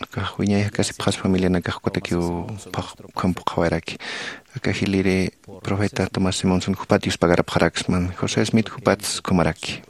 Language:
Aymara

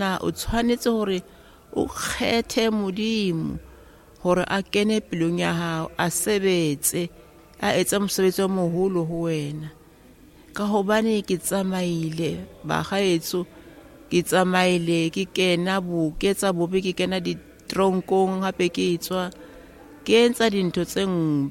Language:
Southern Sotho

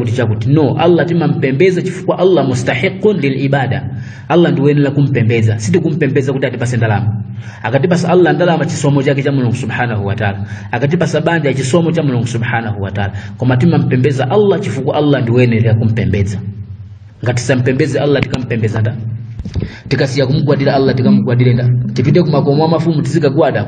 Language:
Nyanja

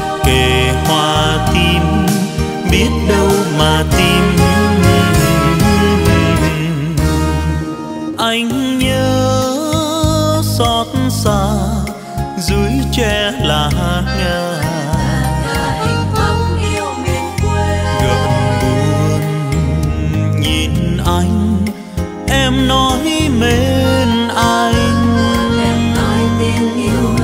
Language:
Vietnamese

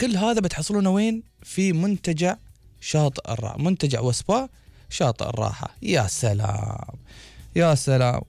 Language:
Gulf Arabic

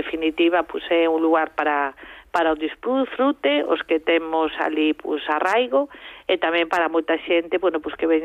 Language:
Galician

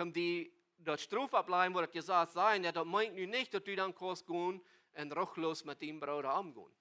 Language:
Plautdietsch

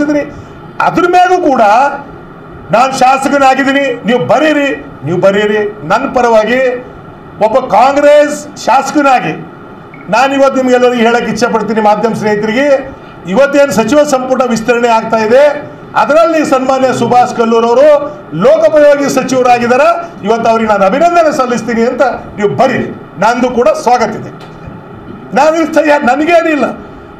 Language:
Kannada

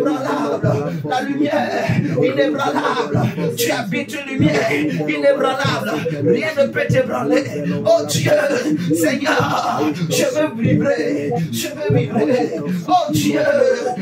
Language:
French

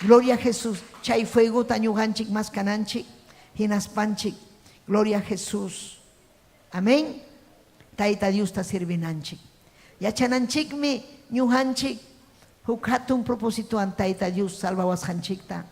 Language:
Ayacucho Quechua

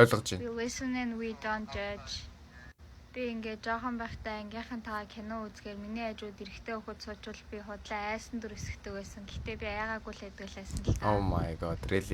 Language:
Mongolian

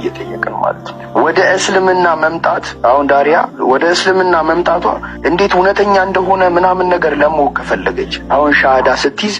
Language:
Amharic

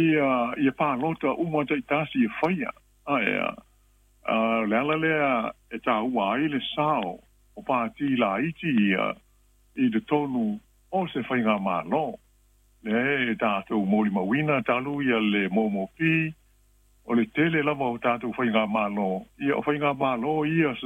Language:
Samoan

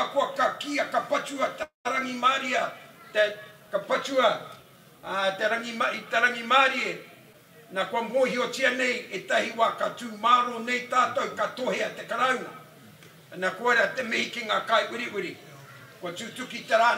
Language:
Māori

